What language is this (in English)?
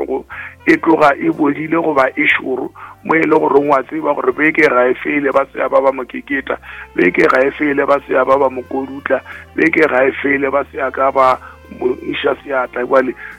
Northern Sotho